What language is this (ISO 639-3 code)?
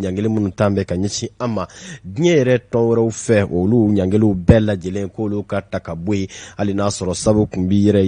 bam